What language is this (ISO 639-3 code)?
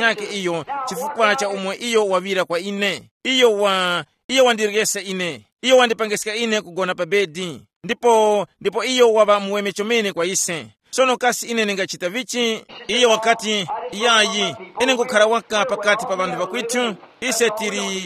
tum